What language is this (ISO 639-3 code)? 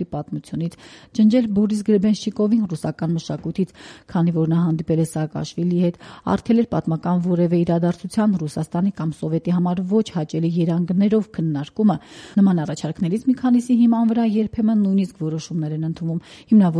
hye